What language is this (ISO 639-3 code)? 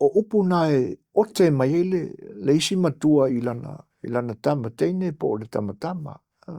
smo